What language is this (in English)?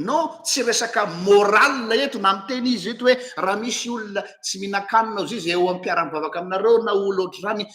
Malagasy